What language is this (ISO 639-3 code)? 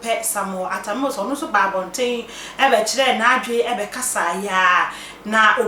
aka